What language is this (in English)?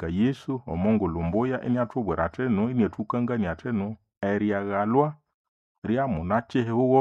Nande